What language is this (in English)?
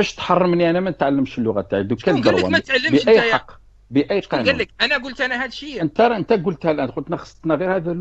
Algerian Arabic